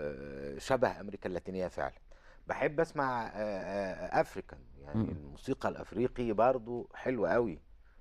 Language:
Egyptian Arabic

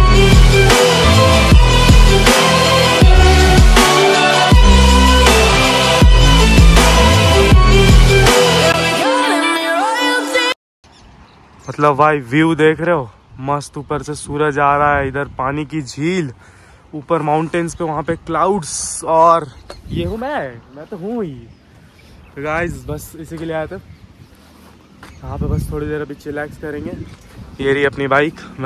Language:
Hindi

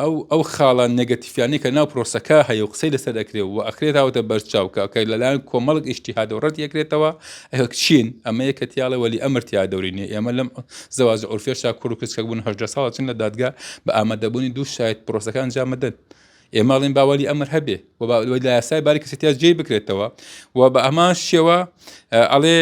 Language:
Central Kurdish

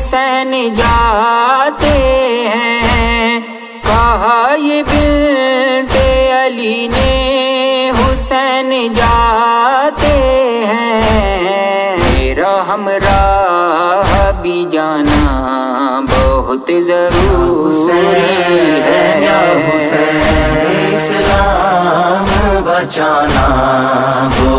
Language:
Urdu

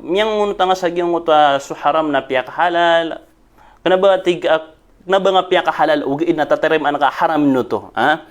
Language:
Maranao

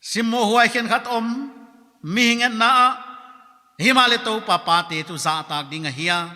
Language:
Paite Chin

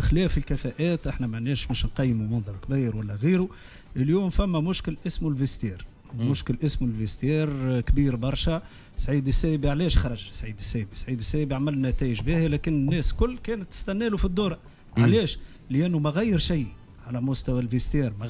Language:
Tunisian Arabic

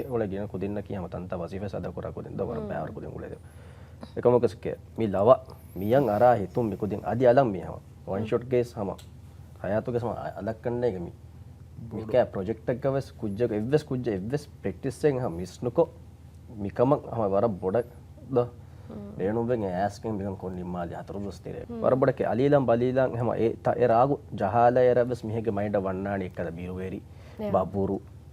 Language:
Divehi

